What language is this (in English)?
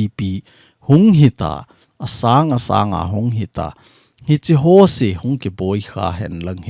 Thado Chin